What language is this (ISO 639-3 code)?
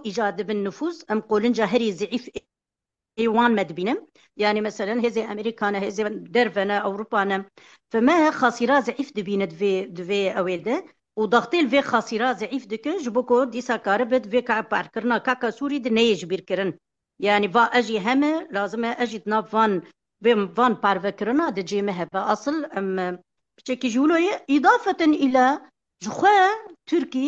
kur